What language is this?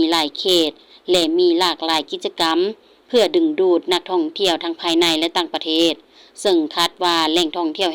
Lao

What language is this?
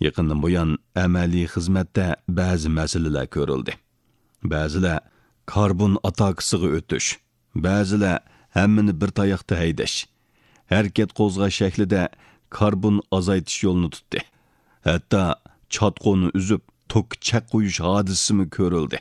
Uyghur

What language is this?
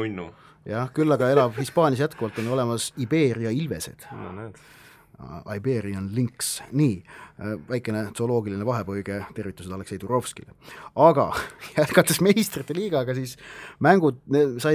Estonian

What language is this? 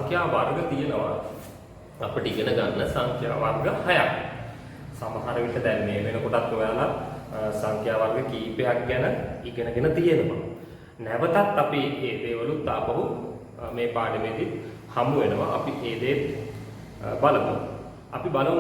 Sinhala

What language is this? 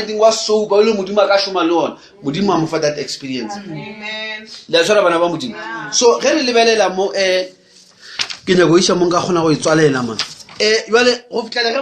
Northern Sotho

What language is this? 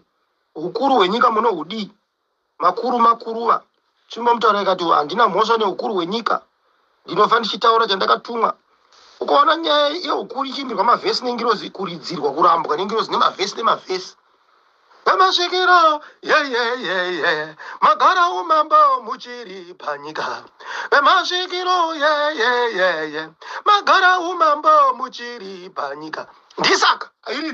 Shona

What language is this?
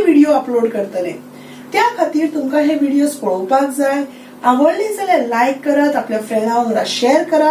Konkani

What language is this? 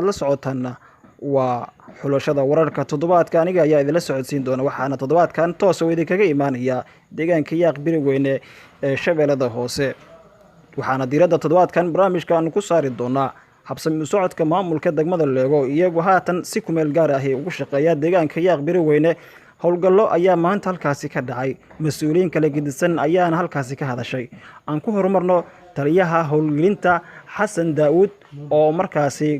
Somali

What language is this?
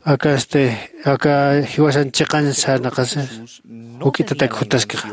Aymara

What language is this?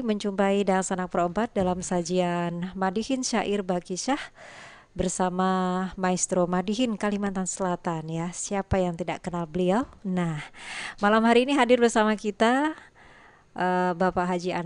Banjar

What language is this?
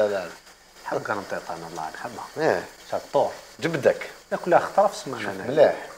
Algerian Arabic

